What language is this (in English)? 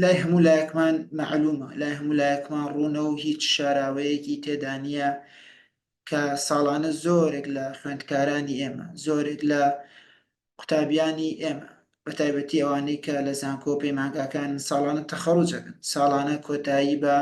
Central Kurdish